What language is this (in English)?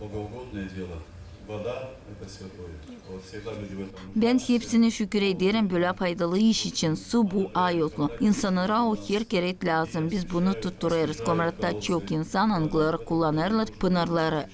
Gagauz